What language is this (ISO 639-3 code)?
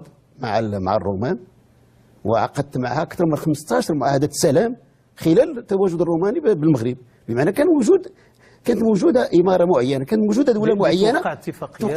ary